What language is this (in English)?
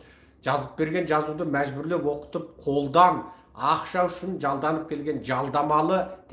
Kazakh